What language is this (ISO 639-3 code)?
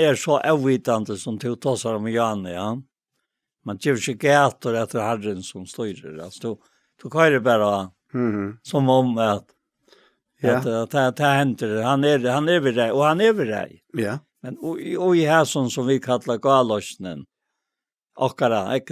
fao